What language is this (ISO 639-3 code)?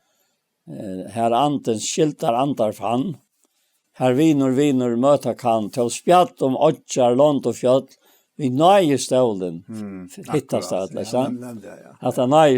fao